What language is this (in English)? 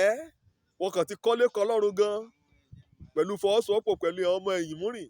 Yoruba